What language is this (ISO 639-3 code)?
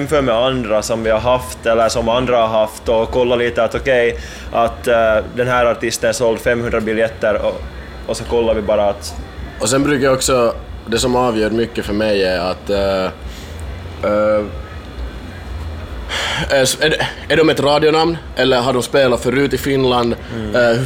swe